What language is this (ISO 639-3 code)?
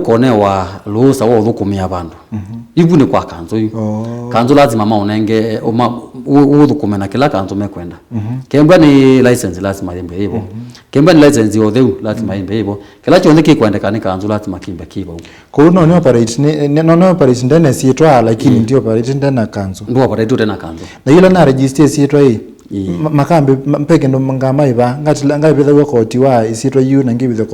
kam